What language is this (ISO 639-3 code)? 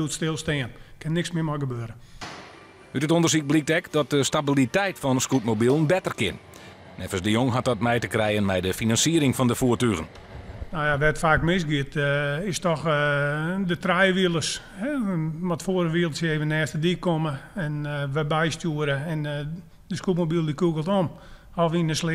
fry